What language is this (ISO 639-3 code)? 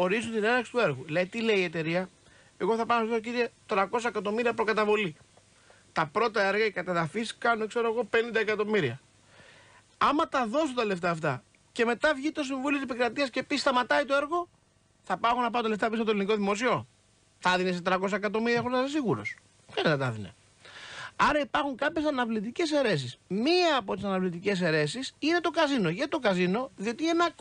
ell